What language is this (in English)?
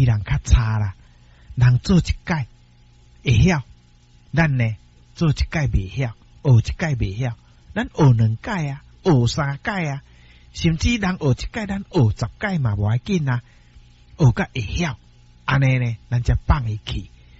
Min Nan Chinese